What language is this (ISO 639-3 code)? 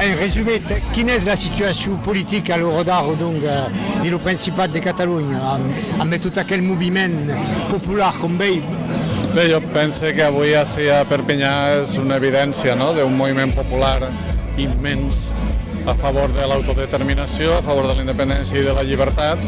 oci